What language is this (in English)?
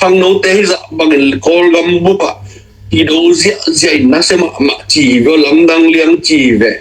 Tedim Chin